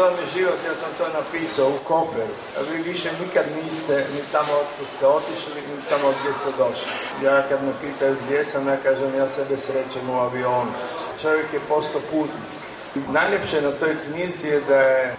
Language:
Serbian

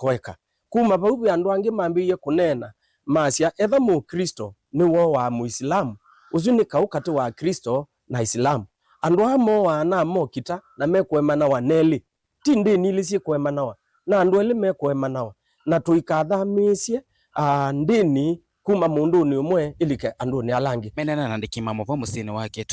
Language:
Kamba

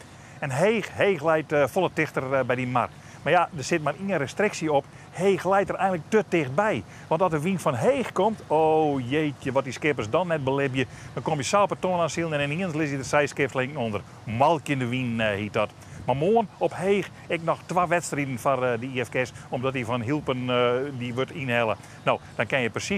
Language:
Western Frisian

